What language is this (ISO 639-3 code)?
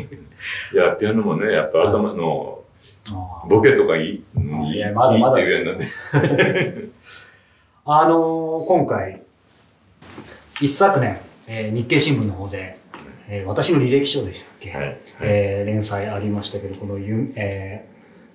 jpn